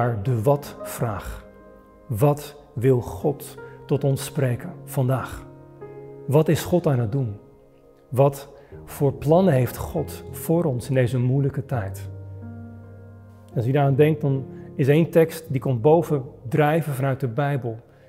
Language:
Dutch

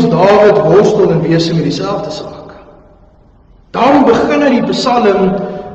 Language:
Afrikaans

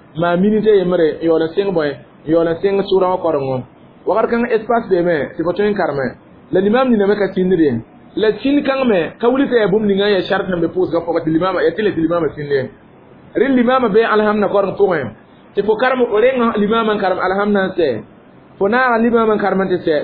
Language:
Mossi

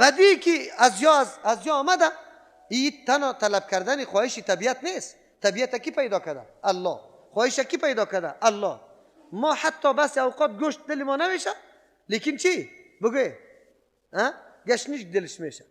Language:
Persian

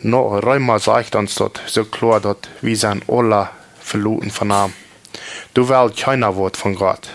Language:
Plautdietsch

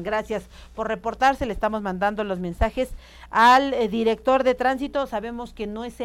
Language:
Spanish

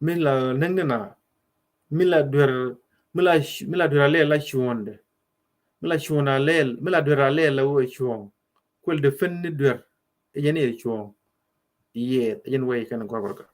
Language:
Nuer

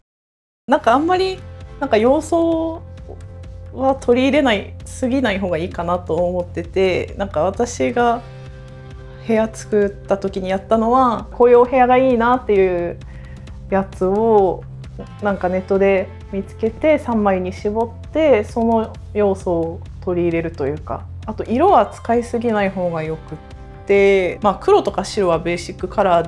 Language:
Japanese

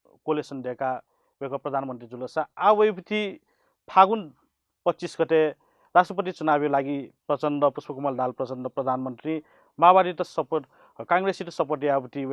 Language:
Newari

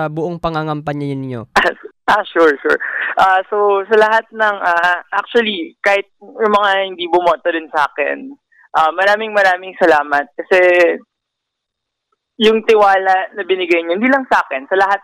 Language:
Filipino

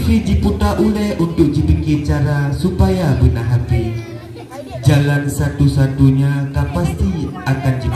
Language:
Achinese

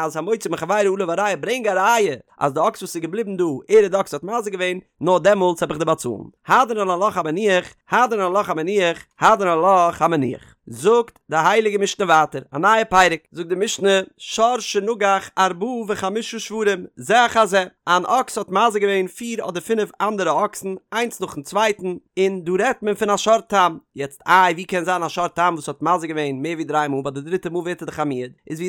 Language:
Yiddish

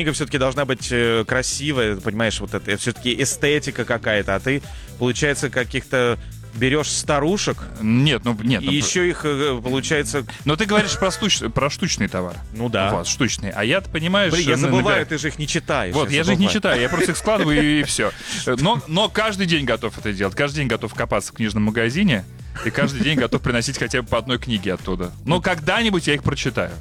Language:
Russian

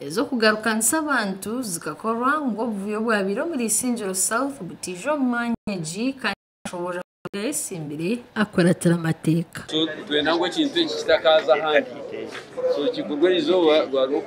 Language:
Nyankole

